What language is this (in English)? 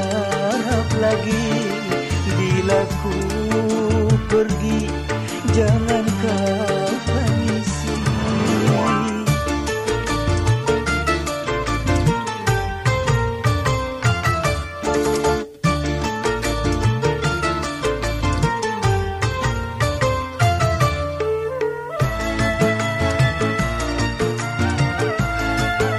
Malay